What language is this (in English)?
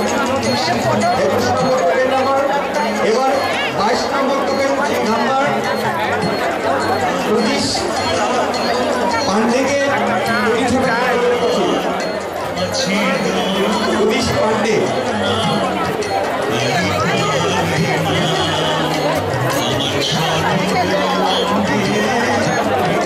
Bangla